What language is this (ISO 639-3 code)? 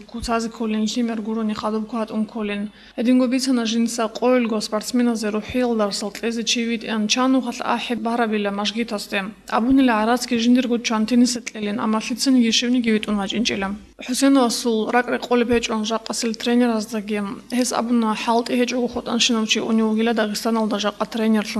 ava